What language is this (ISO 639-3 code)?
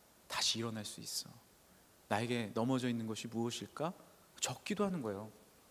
kor